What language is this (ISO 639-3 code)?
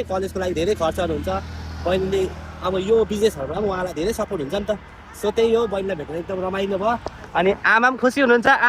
nep